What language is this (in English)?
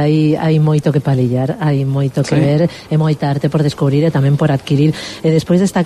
Galician